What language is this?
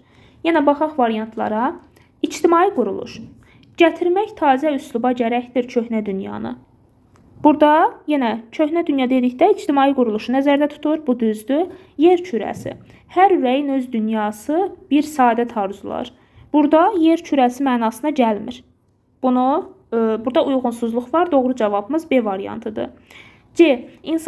Azerbaijani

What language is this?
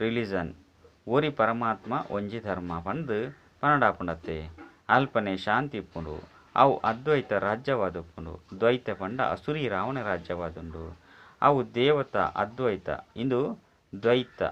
Tulu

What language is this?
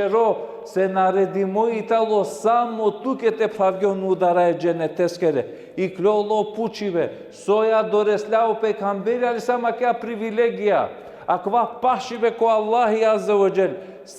Balkan Romani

